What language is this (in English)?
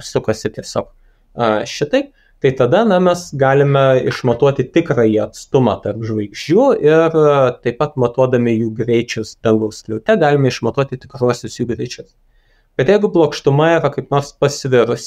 Lithuanian